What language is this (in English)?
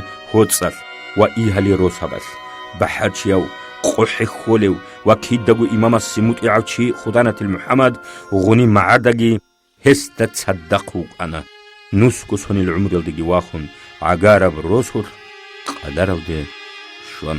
Avaric